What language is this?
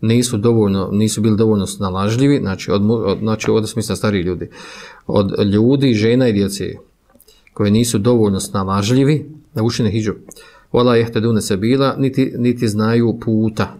Bosnian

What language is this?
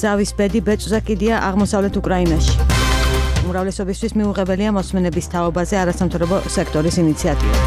Georgian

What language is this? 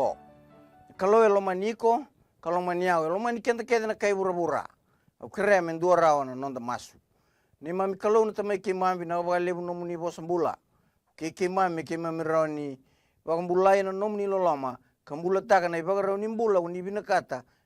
Fijian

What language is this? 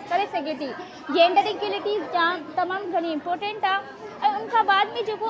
Sindhi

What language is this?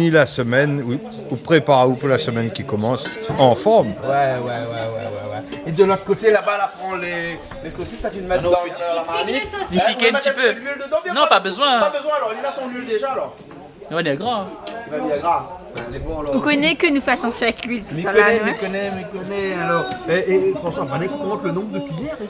Réunion Creole French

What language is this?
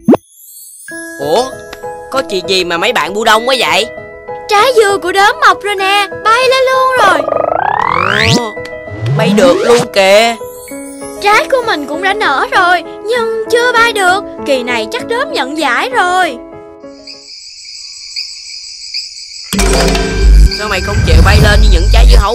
Vietnamese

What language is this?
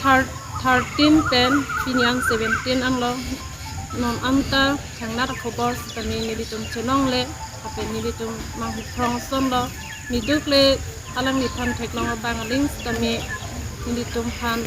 Karbi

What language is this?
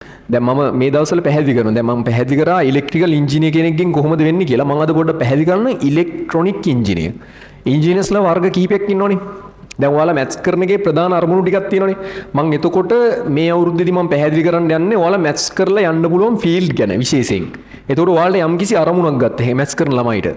Sinhala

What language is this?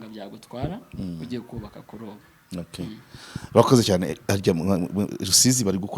Kinyarwanda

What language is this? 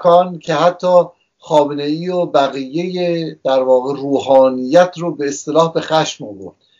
Persian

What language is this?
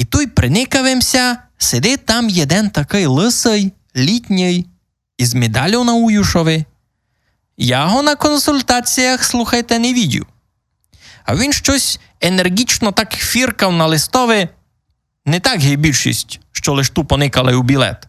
Rusyn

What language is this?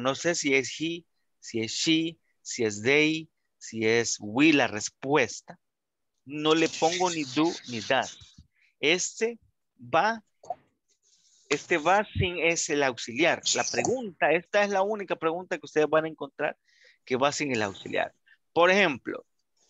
Spanish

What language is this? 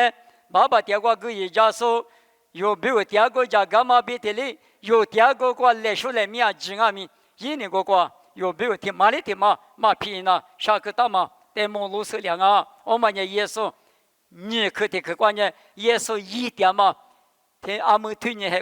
Lisu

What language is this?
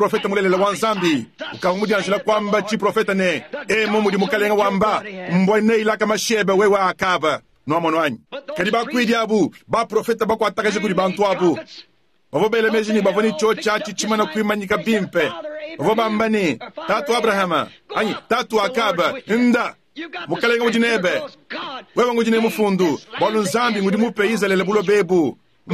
Luba-Lulua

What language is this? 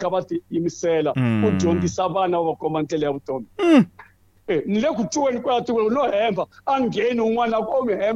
Tsonga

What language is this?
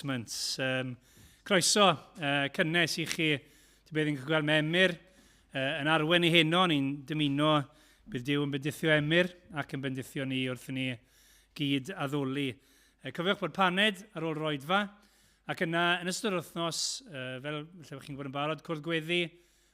Welsh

